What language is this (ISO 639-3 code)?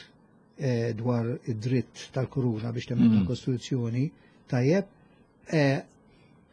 mlt